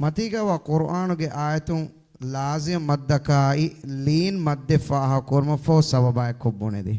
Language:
Divehi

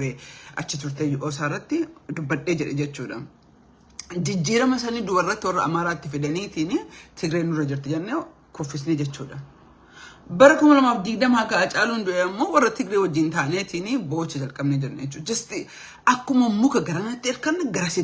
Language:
Oromo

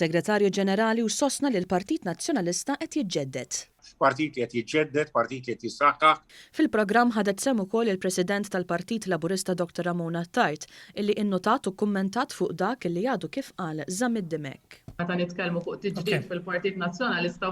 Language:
Maltese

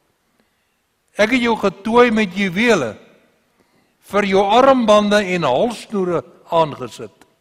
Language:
Afrikaans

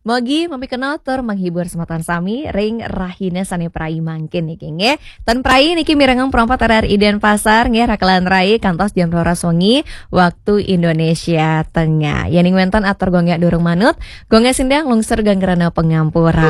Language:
Balinese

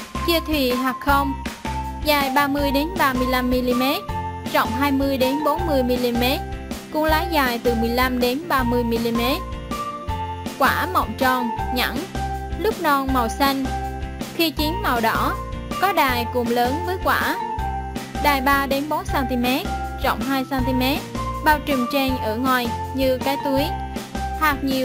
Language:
Vietnamese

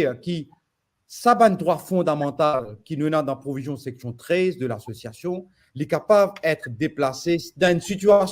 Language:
Morisyen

